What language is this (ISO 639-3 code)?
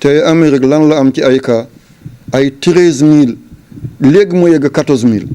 wol